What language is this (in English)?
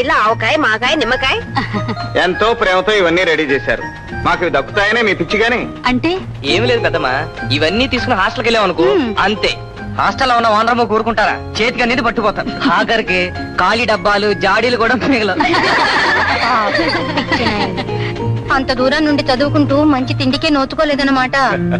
Telugu